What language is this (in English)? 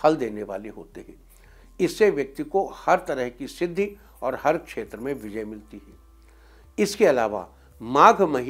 Hindi